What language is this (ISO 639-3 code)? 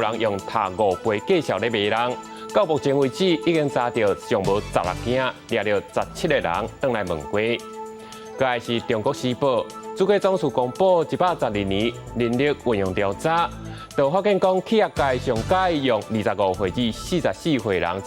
nan